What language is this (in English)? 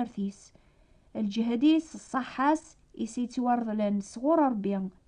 Kabyle